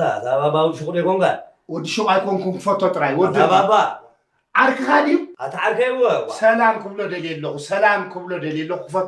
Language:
Tigrinya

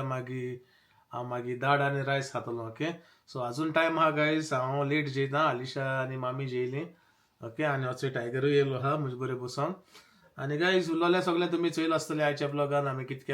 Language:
Konkani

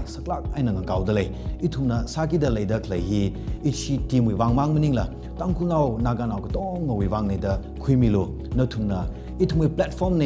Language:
Tangkhul Naga (India)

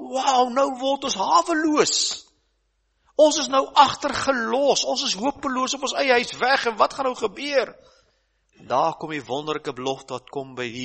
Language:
Afrikaans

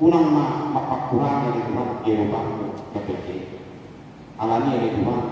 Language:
Batak Toba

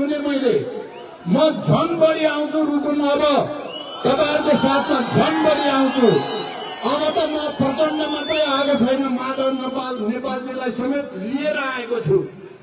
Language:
Nepali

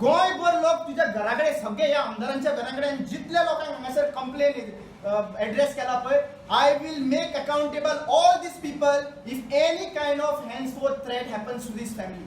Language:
Konkani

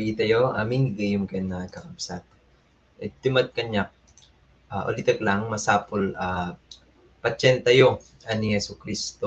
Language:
Iloko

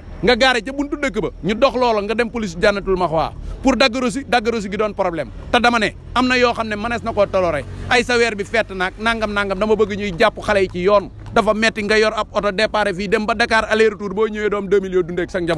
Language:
Wolof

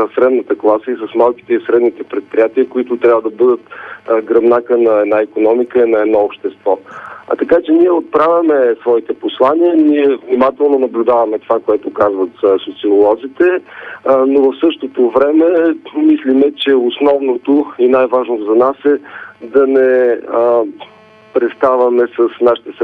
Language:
Bulgarian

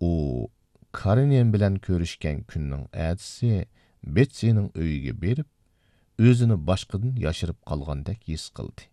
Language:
Uyghur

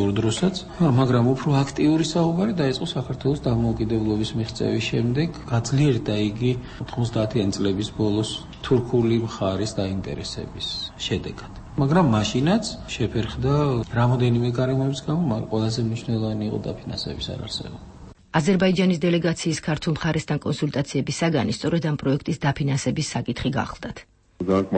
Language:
Georgian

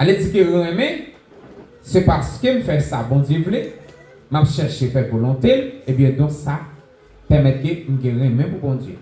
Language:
Haitian Creole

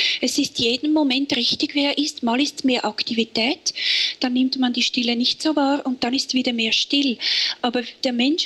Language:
German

